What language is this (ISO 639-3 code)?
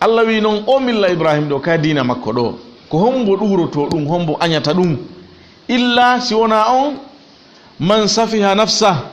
ful